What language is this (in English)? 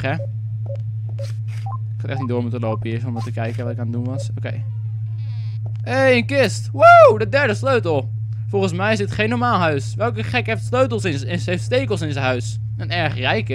Dutch